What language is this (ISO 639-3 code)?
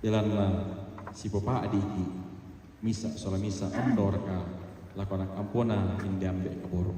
sda